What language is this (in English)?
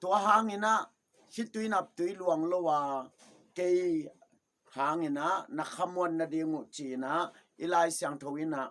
Tedim Chin